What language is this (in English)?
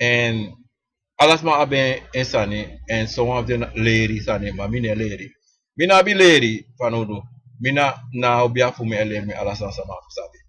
Sranan Tongo